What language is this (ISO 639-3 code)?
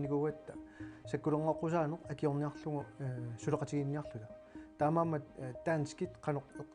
kal